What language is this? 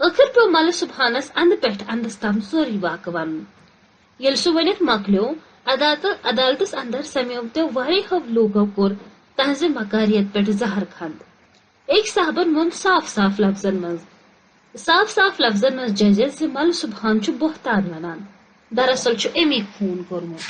Kashmiri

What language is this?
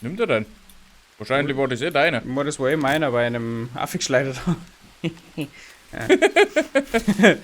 Bavarian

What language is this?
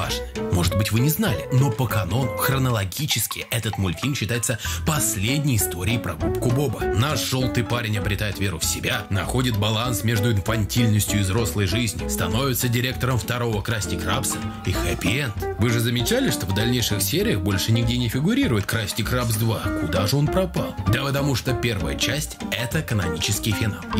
Russian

